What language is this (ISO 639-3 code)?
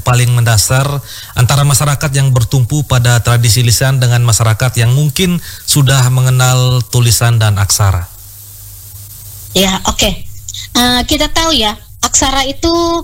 ind